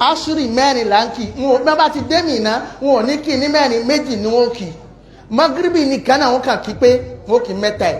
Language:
Yoruba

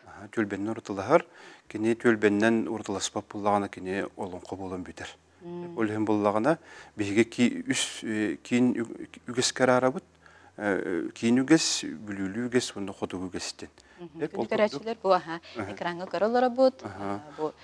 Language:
Yakut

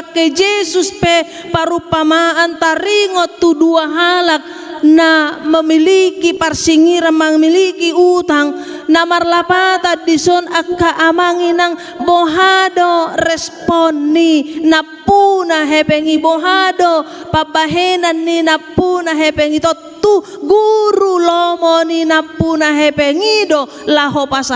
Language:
Batak Toba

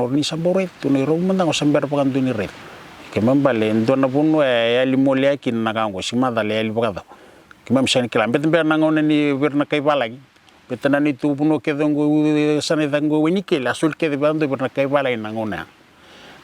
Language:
Fijian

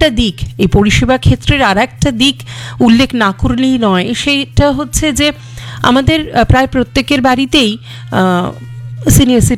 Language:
Bangla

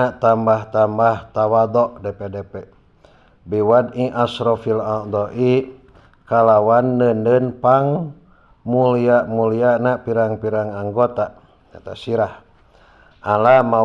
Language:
Sundanese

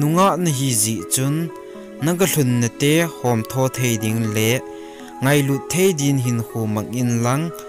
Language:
Thado Chin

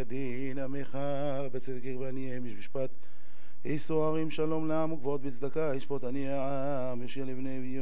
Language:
Hebrew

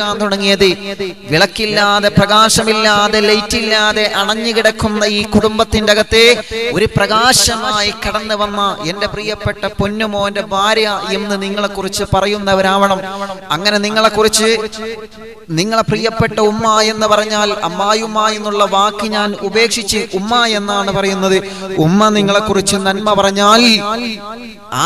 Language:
Malayalam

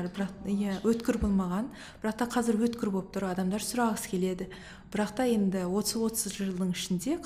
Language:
Kazakh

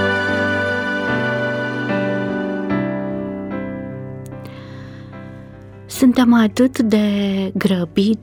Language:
Romanian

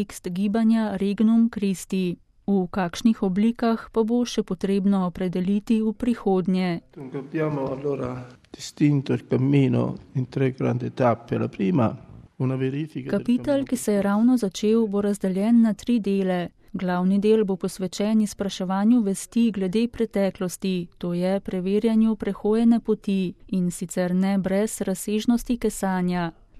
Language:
Slovenian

